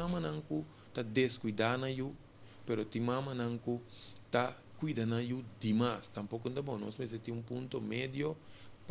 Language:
Papiamento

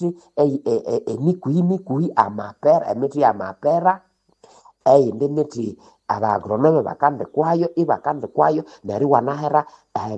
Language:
Nande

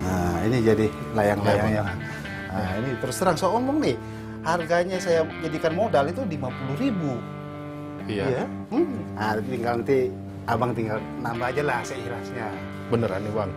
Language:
Betawi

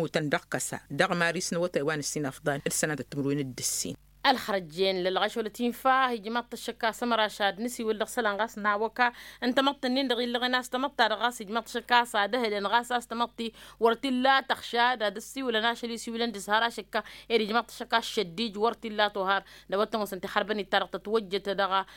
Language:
Tamasheq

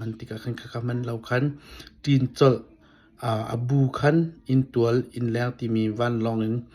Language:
Hakha Chin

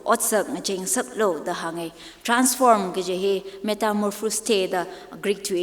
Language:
Tangkhul Naga (India)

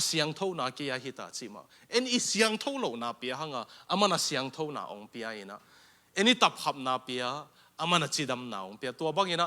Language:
Tedim Chin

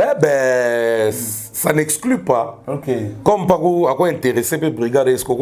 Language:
Lingala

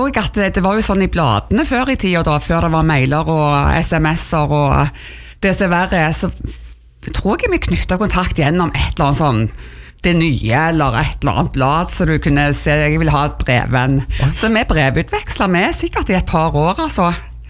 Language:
Norwegian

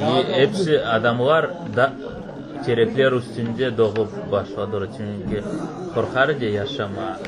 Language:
Crimean Tatar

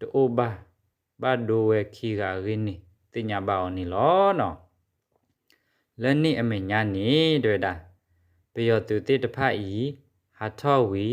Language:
S'gaw Karen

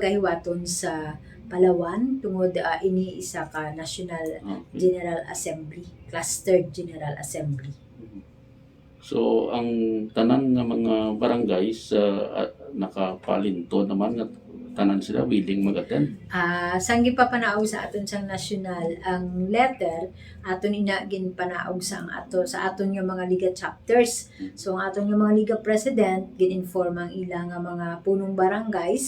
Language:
Hiligaynon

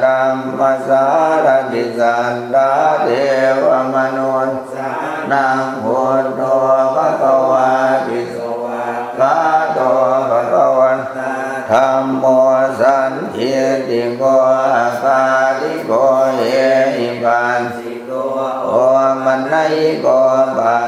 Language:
Pali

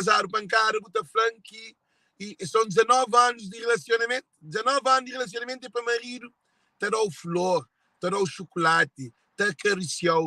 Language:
Kabuverdianu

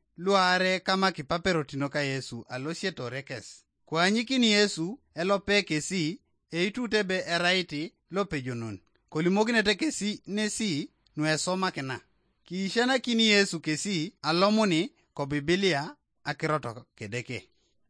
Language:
Teso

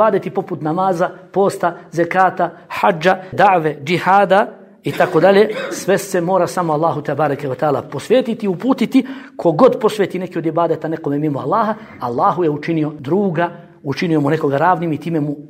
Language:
Bosnian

